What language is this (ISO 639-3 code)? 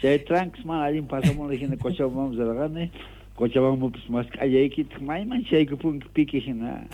que